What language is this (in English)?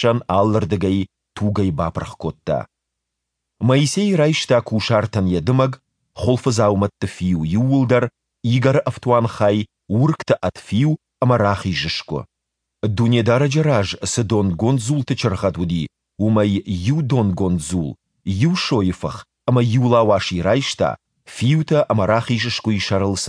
Ossetic